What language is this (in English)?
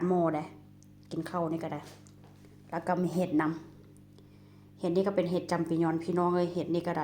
Northeastern Thai